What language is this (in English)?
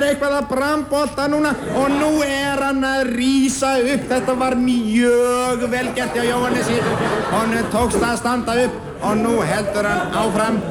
Icelandic